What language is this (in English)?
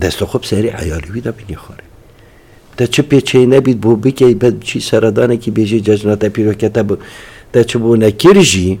Kurdish